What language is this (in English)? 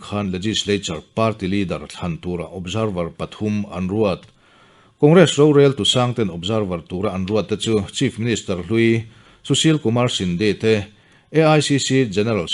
Mizo